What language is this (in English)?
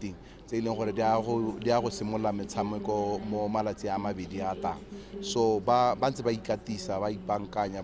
Tswana